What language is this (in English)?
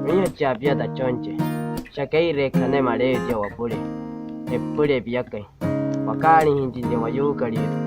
Wayuu